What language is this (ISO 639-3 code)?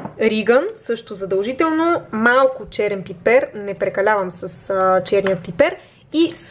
bul